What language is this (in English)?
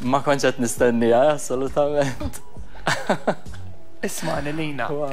Maltese